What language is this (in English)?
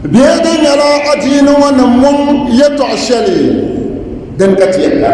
Dagbani